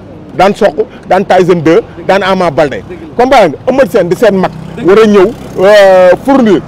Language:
Wolof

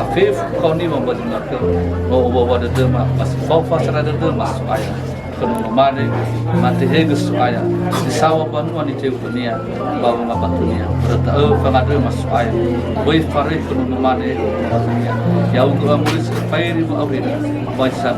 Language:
Nias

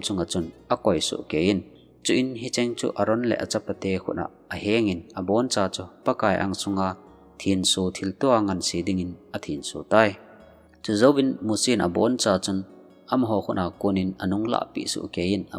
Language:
Thado Chin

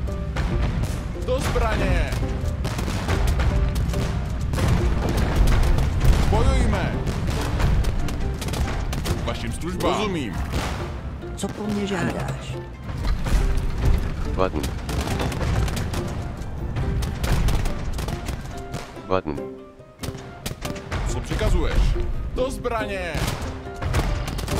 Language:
Czech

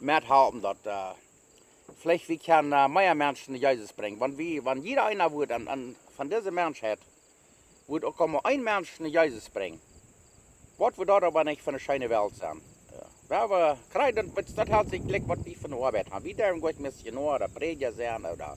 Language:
Plautdietsch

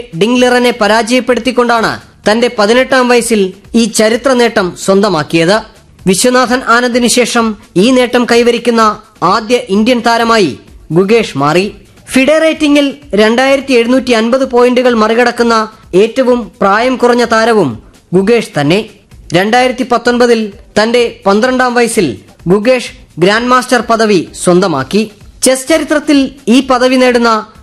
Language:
Malayalam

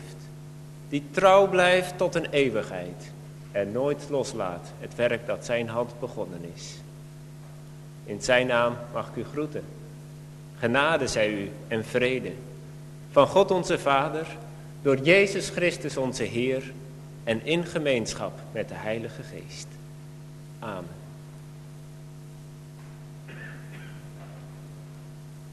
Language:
Dutch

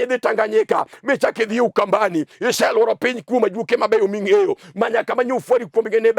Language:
Luo (Kenya and Tanzania)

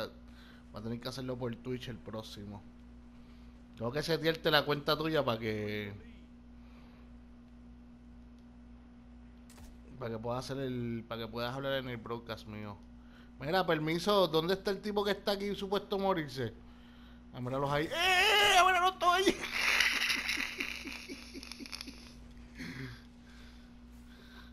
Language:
Spanish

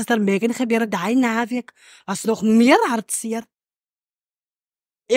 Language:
Afrikaans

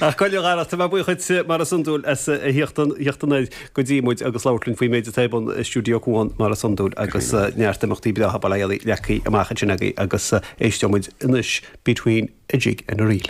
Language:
Irish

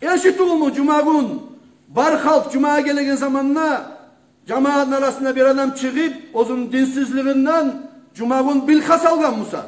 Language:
Kumyk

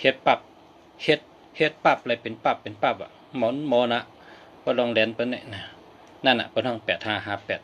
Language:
Shan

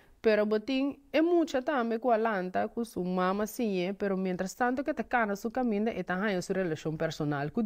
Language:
Papiamento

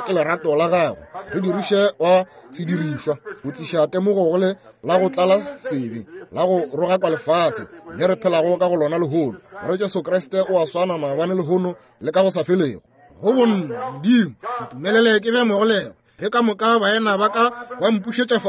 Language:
Northern Sotho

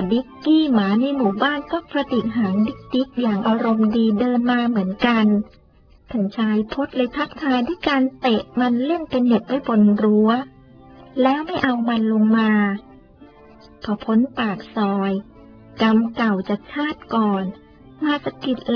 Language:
Thai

